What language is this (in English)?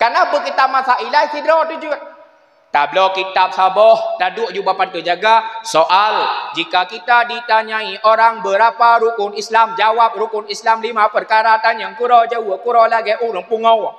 Achinese